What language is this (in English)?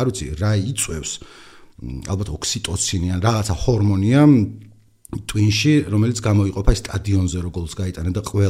Georgian